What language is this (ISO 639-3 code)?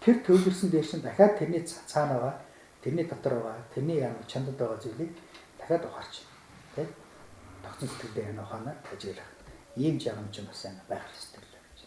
mon